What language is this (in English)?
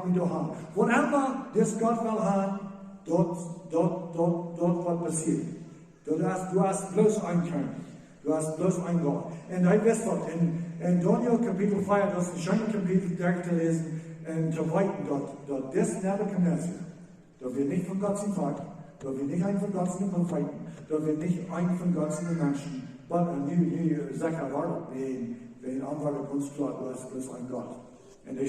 Plautdietsch